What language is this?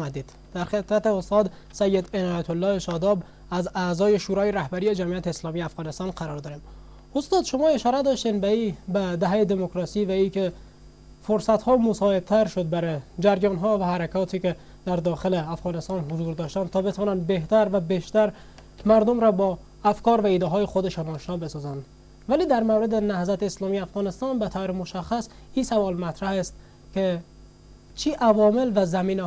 Persian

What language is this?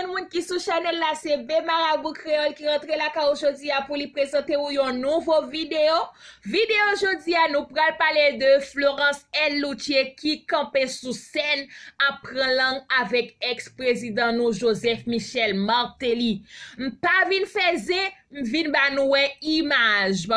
Haitian Creole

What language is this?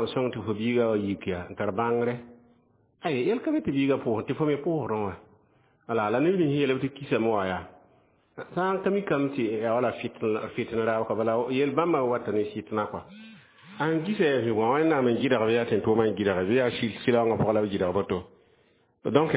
Mossi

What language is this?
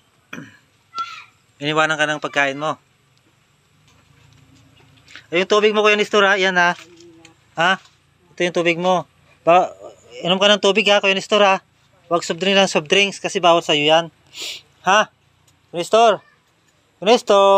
Filipino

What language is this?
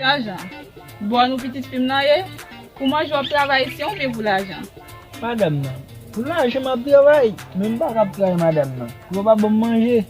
Haitian Creole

